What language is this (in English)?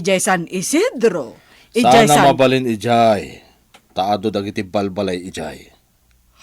Iloko